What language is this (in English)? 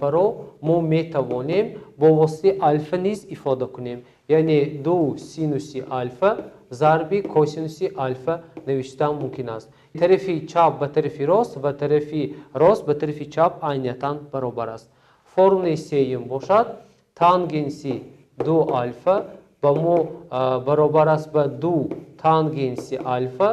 Tajik